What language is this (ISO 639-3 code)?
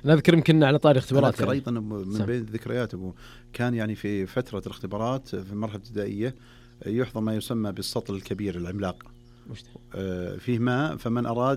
ars